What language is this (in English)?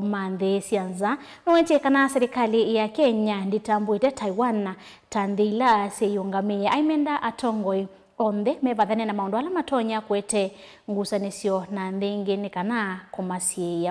Kamba